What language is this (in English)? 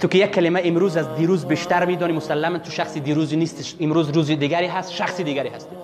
Persian